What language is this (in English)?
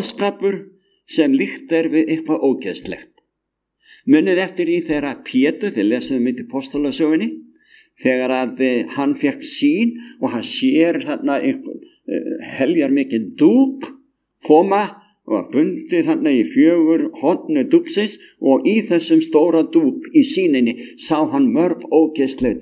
Icelandic